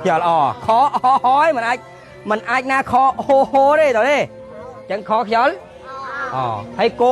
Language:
Khmer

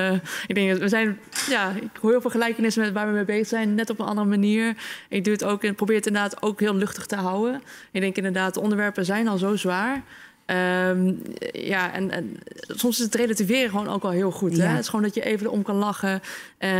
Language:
Dutch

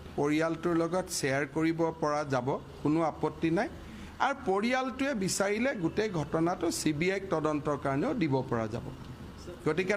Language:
Assamese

